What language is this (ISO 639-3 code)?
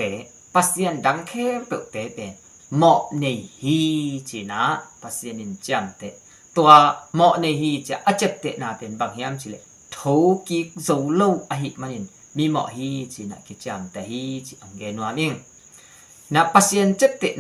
ctd